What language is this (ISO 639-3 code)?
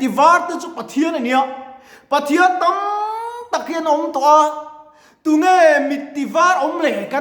lus